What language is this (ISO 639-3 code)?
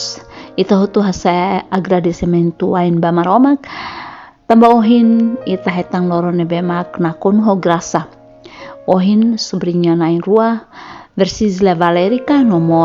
tet